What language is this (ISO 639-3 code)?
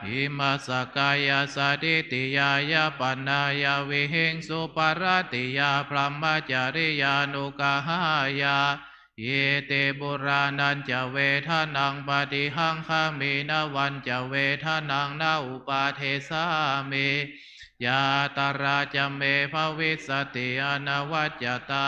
pli